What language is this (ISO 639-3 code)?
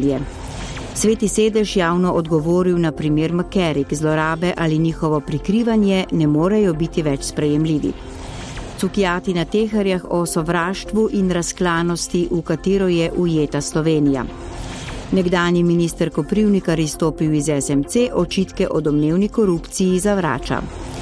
slv